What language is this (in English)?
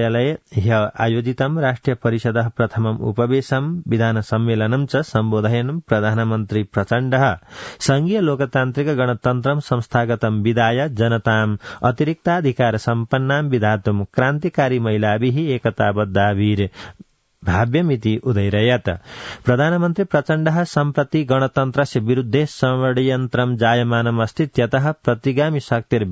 Sanskrit